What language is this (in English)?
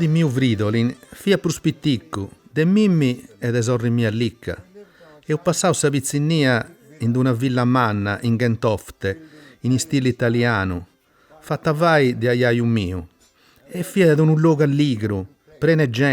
Sardinian